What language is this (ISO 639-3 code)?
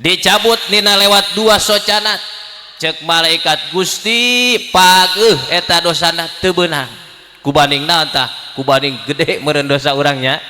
sun